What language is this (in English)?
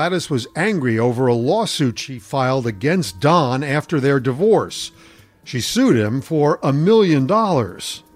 English